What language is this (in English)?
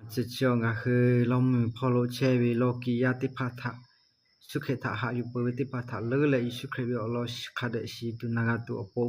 Lahu